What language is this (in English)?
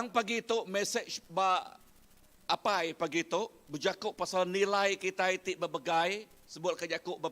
Iban